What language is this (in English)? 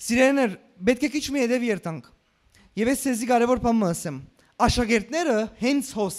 Western Armenian